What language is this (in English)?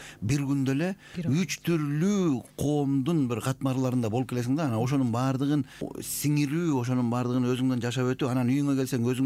Kyrgyz